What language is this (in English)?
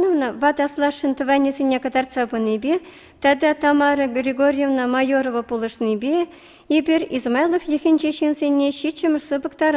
Chuvash